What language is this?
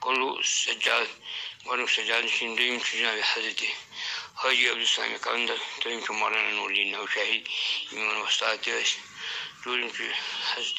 Kashmiri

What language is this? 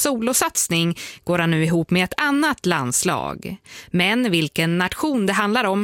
Swedish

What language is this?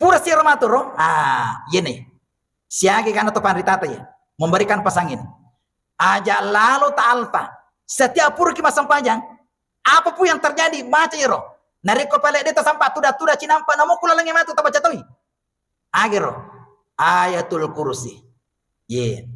Buginese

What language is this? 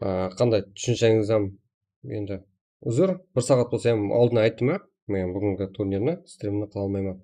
Kara-Kalpak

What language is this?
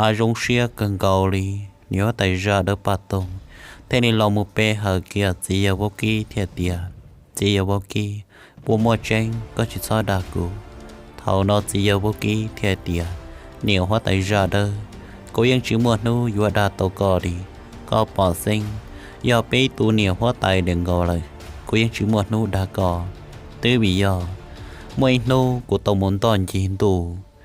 Hmong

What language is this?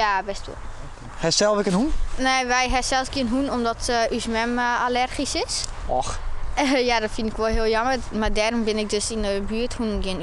Western Frisian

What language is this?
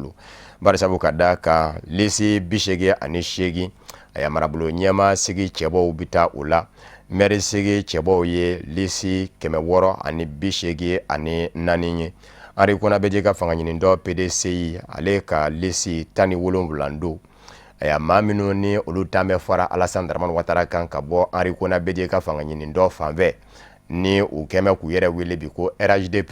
Bambara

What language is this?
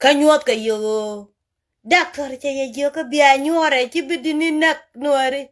Nuer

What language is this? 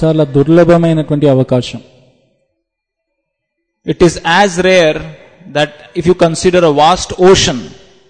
Telugu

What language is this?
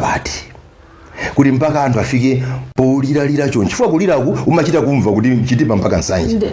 Nyanja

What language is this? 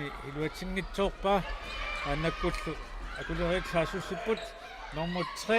Kalaallisut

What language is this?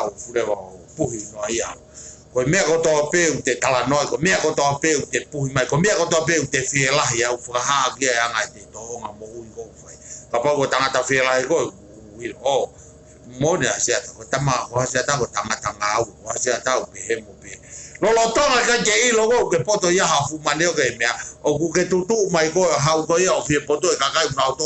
Tongan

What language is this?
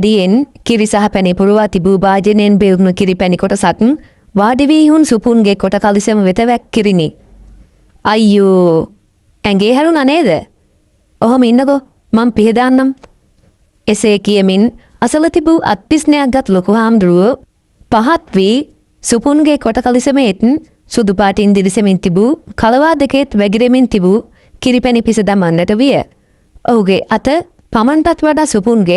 Sinhala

